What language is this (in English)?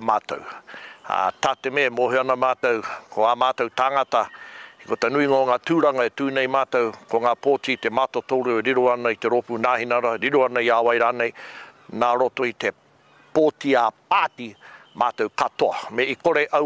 Māori